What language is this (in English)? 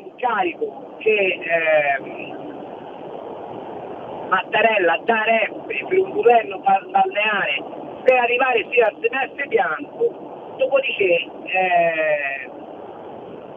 Italian